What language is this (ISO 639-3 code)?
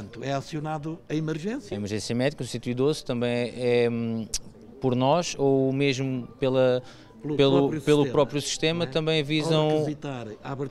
por